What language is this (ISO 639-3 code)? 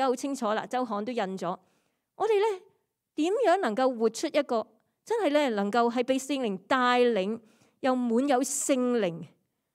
yue